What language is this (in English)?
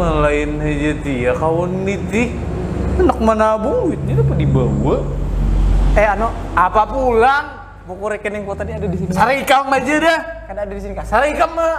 Banjar